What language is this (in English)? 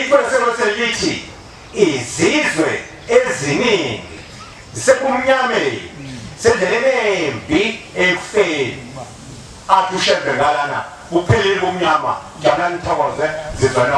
Zulu